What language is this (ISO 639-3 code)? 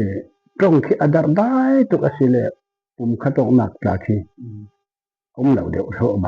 cfm